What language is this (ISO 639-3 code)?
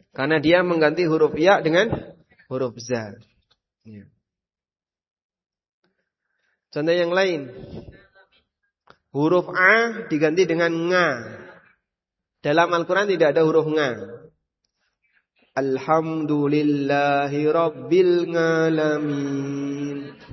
ind